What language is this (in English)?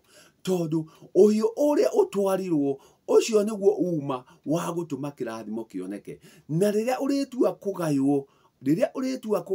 Kikuyu